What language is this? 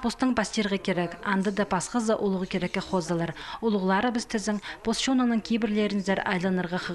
Khakas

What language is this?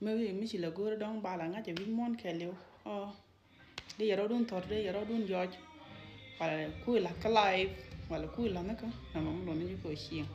Nuer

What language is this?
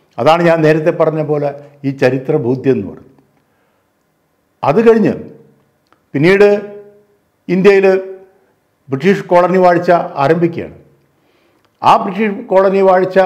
Malayalam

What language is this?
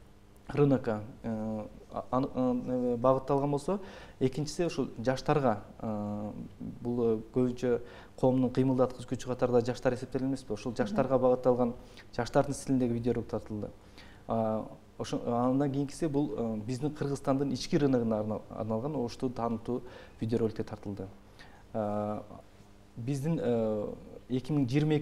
Kyrgyz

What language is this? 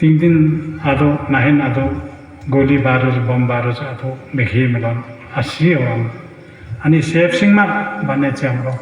Nepali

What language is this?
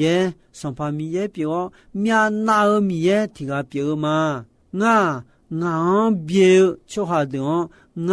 Akha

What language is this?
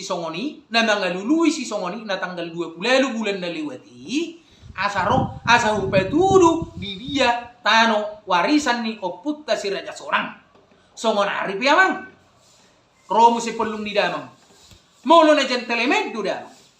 Batak Toba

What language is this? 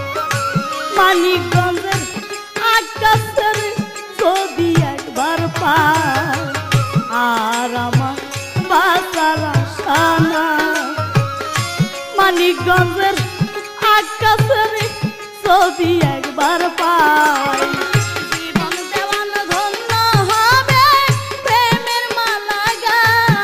Bangla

